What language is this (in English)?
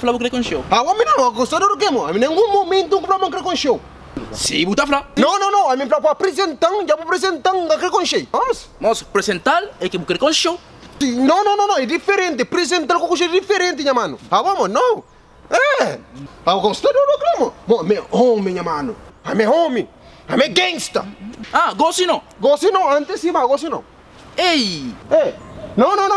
Kabuverdianu